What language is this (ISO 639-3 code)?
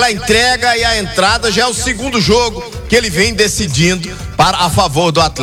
por